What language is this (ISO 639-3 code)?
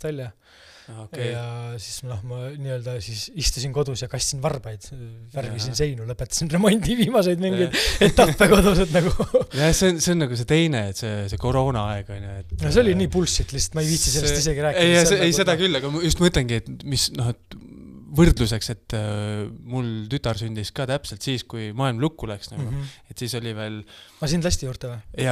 est